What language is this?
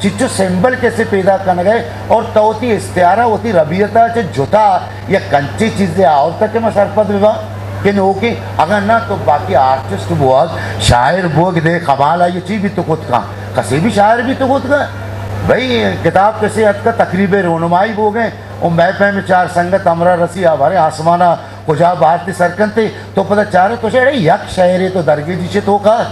Eastern Balochi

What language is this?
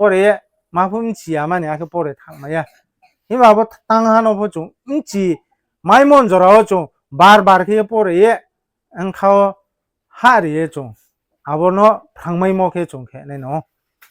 Riang (India)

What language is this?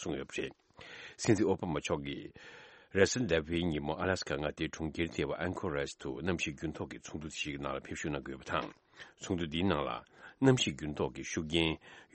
Tibetan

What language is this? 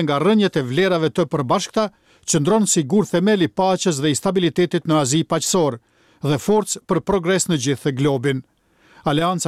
Albanian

